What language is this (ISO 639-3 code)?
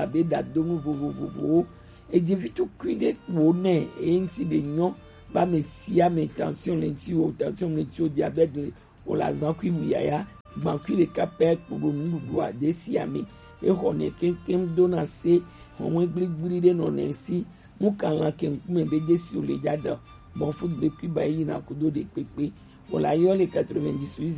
gej